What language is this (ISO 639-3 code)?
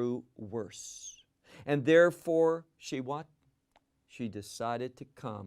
eng